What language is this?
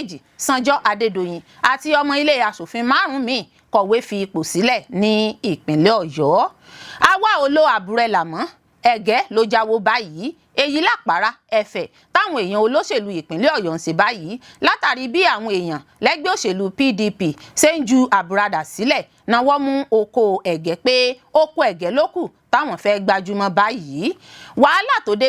Yoruba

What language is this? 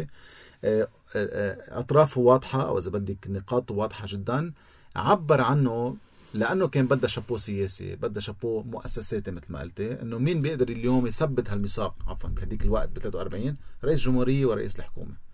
North Levantine Arabic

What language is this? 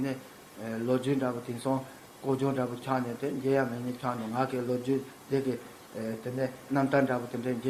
Tibetan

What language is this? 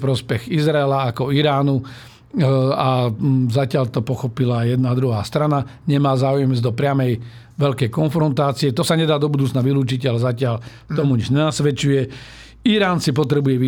Slovak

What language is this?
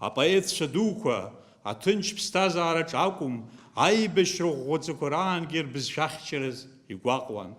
Abkhazian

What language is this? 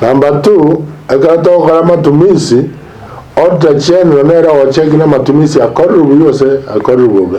Gusii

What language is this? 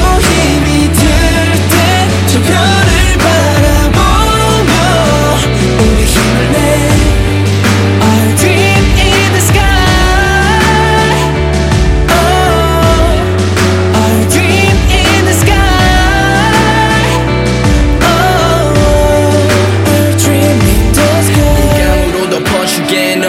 Korean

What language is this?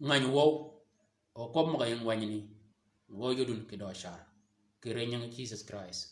Shilluk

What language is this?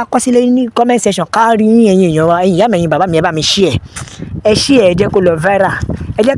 Yoruba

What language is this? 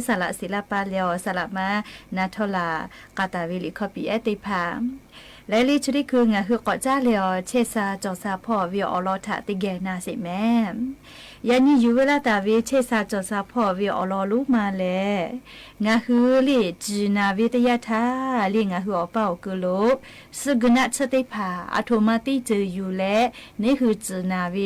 Lahu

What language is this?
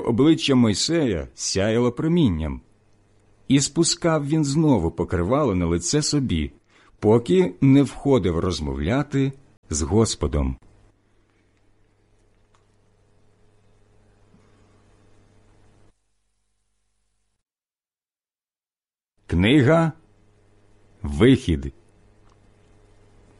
Ukrainian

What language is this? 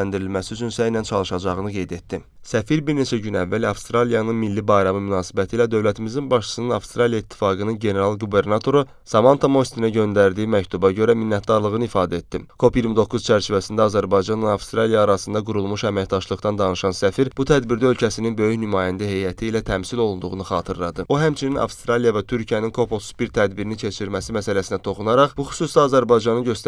Azerbaijani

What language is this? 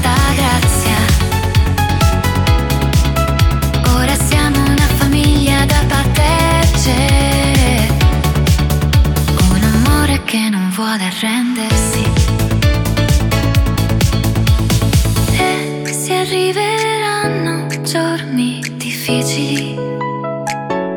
Italian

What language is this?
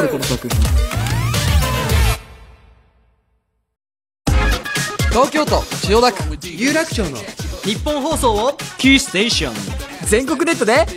Japanese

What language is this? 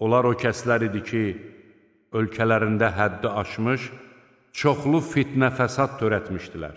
Azerbaijani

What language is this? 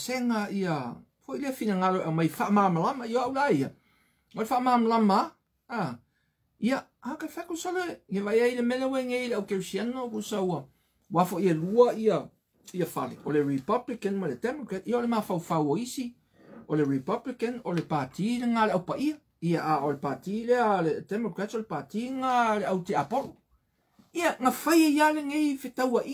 Samoan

